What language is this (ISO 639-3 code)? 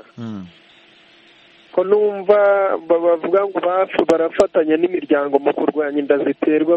kin